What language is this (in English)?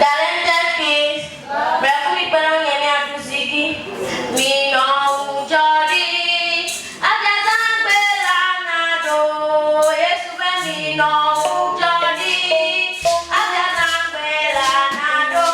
Ewe